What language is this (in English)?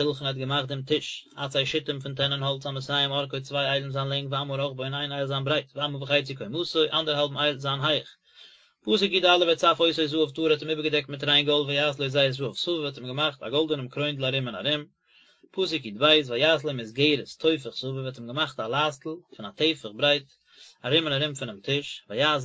Yiddish